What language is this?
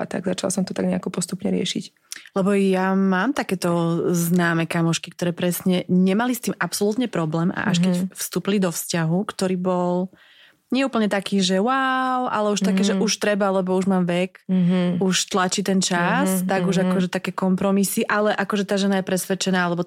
Slovak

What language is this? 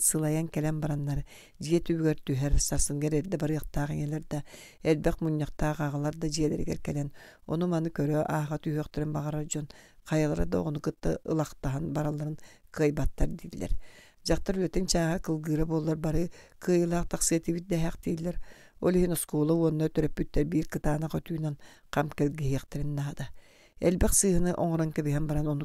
Yakut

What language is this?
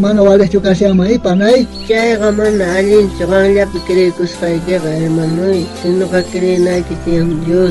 South Bolivian Quechua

